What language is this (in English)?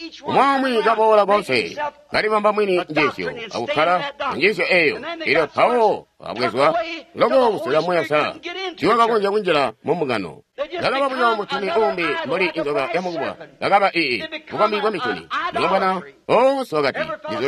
Tonga (Zambia)